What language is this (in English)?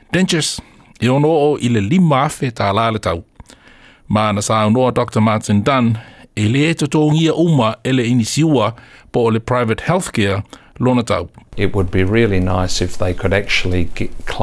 Samoan